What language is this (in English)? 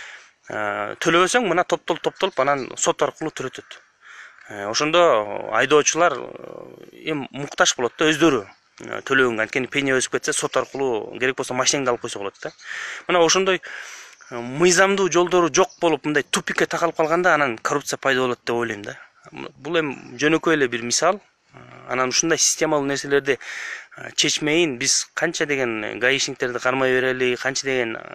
Kyrgyz